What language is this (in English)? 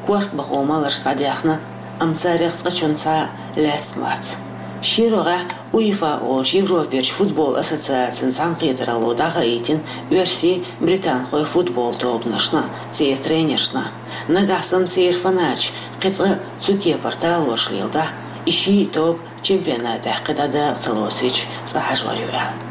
Chechen